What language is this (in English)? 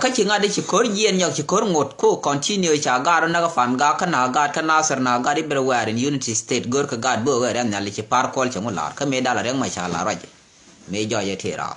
Nuer